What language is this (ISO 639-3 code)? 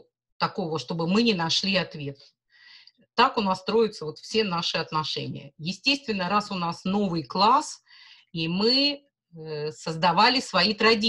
rus